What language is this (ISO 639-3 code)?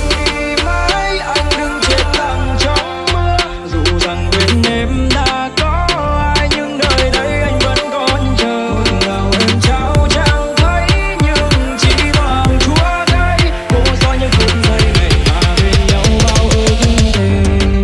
vie